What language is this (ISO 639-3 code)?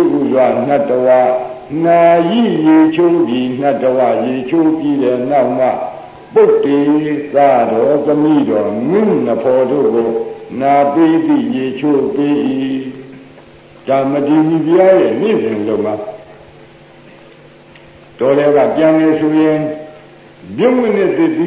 mya